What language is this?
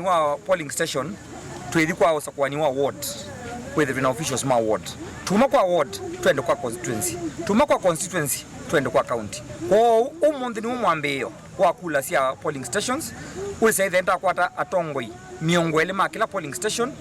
Kamba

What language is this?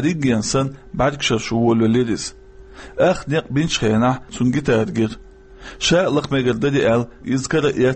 Chechen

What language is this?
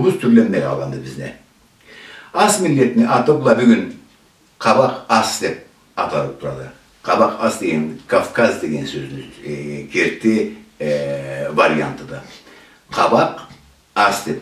Karachay-Balkar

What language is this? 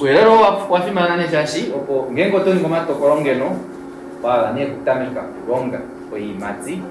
Kuanyama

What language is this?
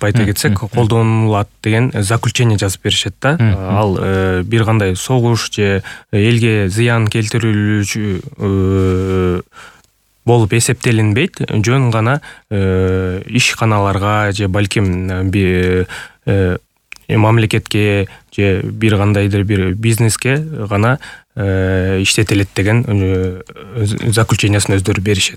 Kyrgyz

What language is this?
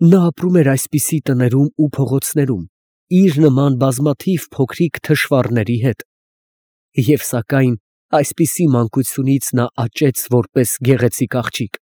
Armenian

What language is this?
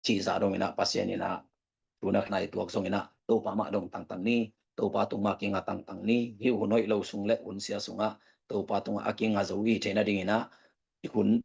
Tedim Chin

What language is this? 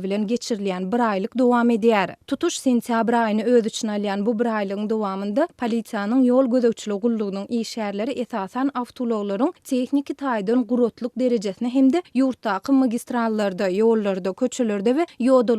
Turkmen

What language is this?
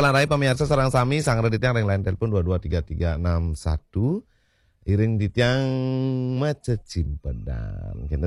Balinese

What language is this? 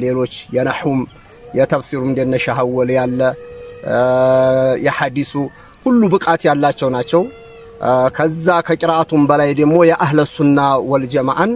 Amharic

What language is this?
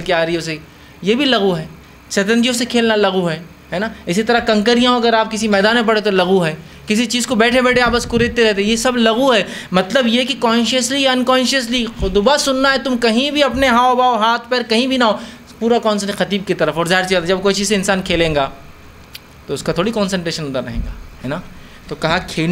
Urdu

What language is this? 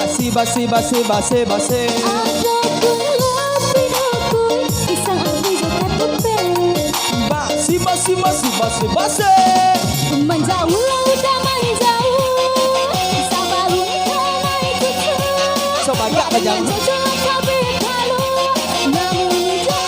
Minangkabau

